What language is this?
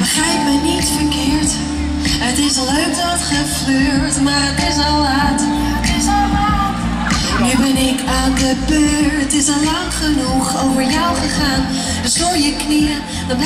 Dutch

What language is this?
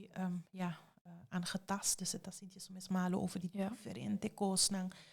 Papiamento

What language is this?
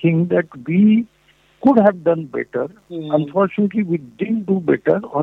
Marathi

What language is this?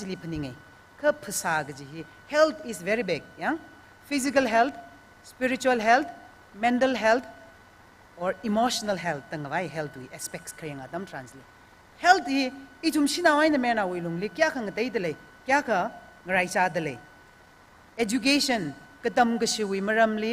Tangkhul Naga (India)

